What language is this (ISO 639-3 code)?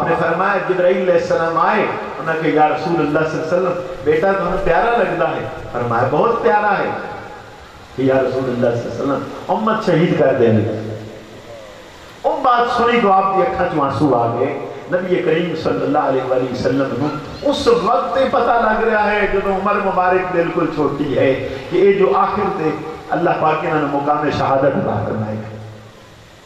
urd